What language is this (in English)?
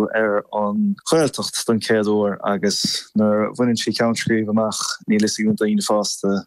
Irish